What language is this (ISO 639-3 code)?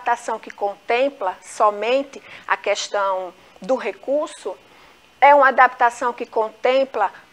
por